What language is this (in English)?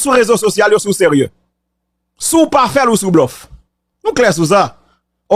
Haitian Creole